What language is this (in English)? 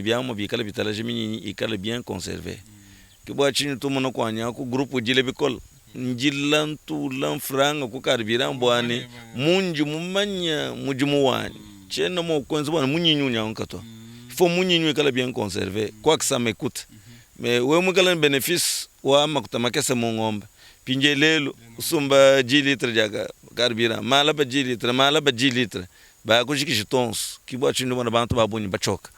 Luba-Lulua